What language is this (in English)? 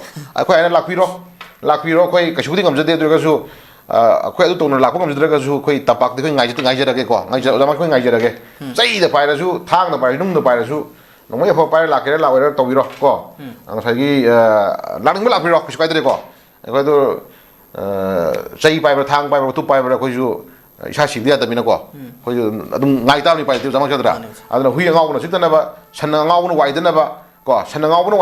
Manipuri